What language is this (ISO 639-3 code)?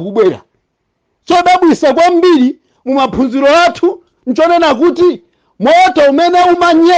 nya